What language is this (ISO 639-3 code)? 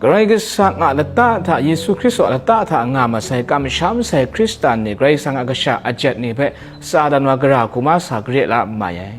kac